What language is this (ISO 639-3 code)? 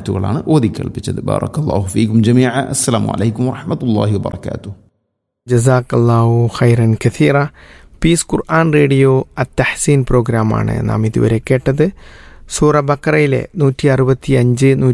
mal